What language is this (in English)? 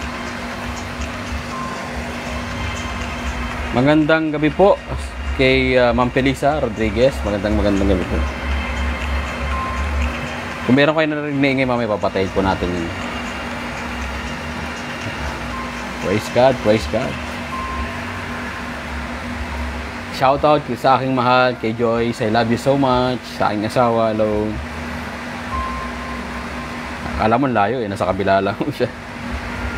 Filipino